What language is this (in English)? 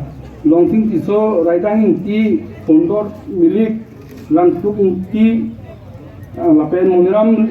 Karbi